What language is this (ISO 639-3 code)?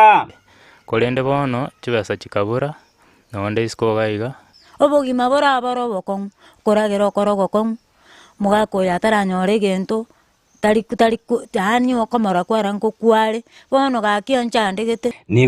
guz